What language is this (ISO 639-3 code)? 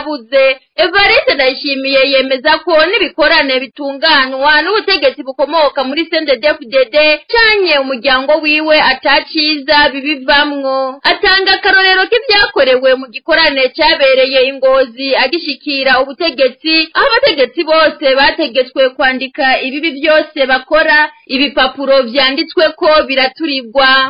run